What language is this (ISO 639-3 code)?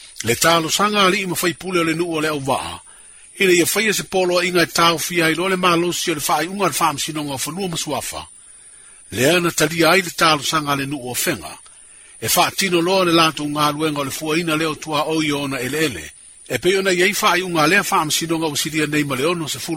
smo